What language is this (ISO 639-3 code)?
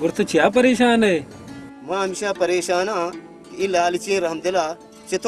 bal